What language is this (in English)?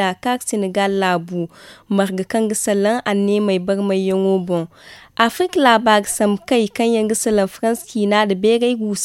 Zarma